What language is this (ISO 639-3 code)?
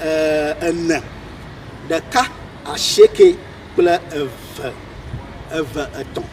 ewe